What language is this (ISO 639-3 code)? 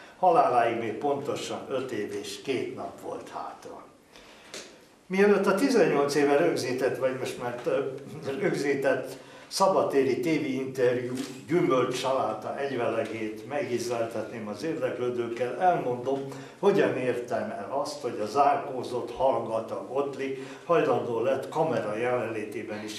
hun